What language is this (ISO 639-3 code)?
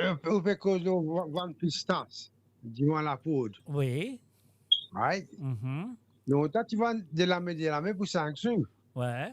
mfe